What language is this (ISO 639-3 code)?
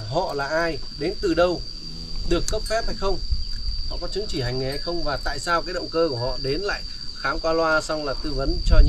vie